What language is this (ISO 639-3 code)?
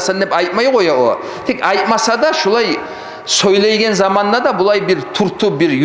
kum